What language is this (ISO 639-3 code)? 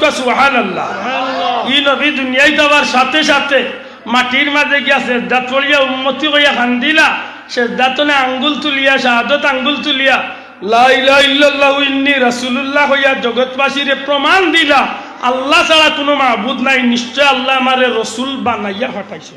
syl